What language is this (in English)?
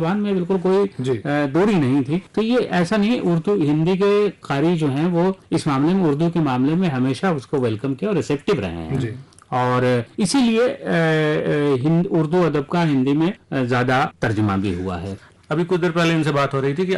Urdu